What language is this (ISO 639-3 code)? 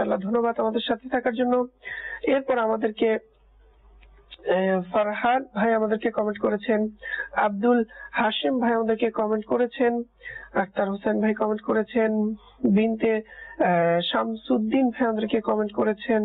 ben